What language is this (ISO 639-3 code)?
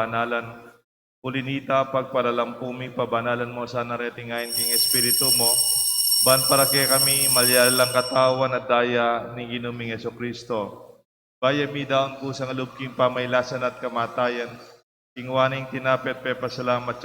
pam